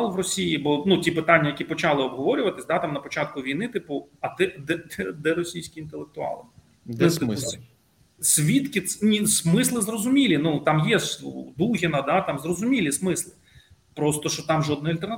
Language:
Ukrainian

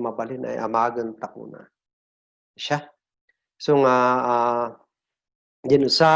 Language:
Kankanaey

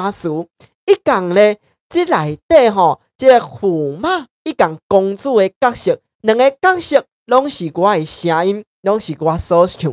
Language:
Min Nan Chinese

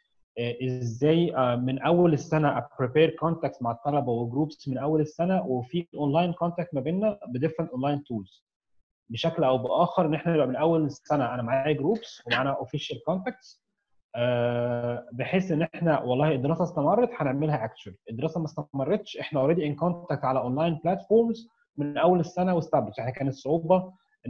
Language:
Egyptian Arabic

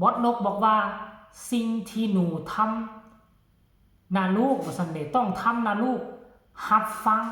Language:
Northeastern Thai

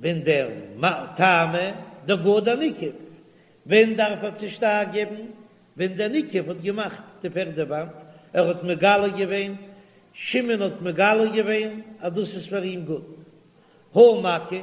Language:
Yiddish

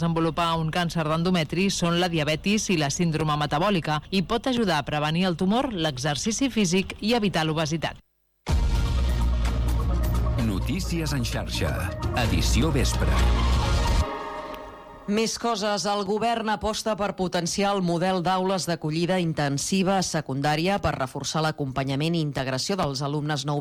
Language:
Catalan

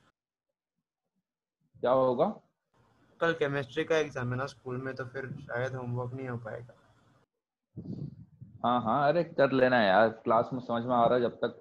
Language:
Hindi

